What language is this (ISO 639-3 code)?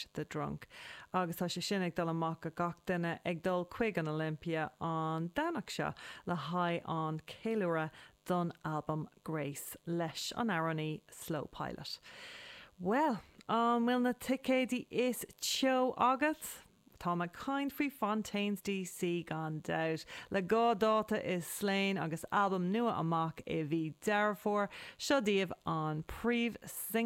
gle